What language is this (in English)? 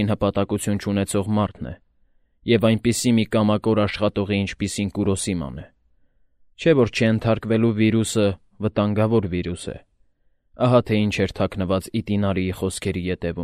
Armenian